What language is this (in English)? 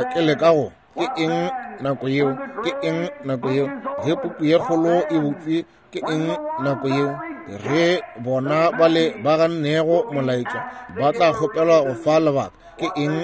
Northern Sotho